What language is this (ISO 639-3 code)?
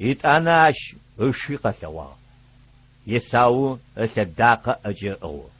ady